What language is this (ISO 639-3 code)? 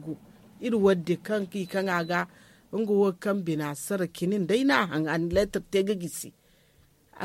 dje